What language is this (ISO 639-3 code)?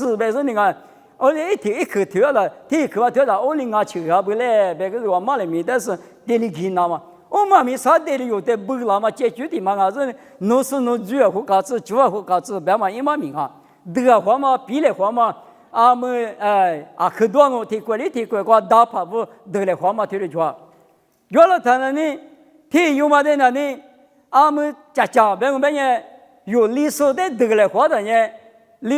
lis